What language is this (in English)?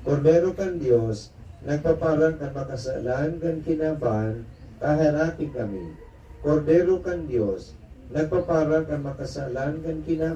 Bikol